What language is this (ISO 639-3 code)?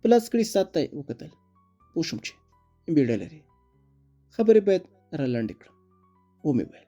pus